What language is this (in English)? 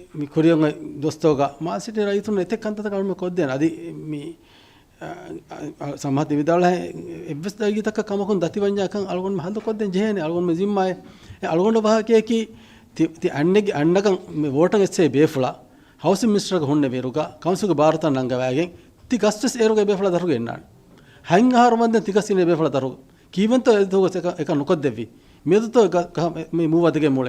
Divehi